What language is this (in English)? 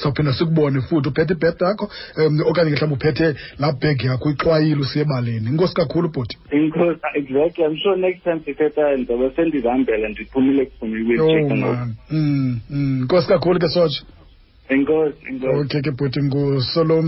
Xhosa